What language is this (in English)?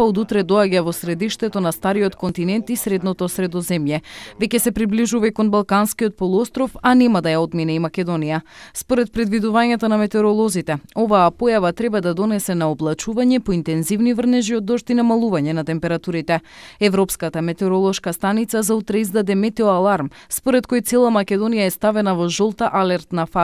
Macedonian